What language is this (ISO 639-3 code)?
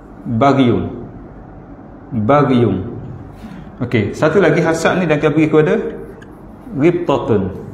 msa